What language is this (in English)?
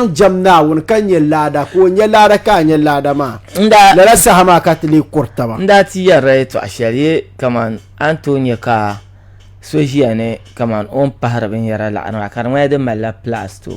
Dagbani